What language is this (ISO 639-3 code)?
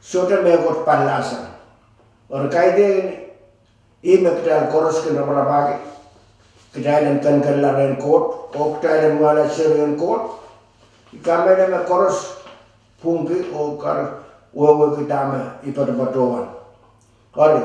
pon